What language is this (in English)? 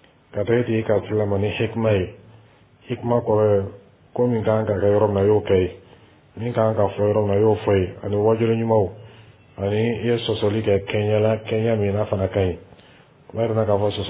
Dyula